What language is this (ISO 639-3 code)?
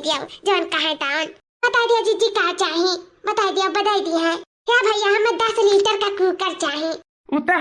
awa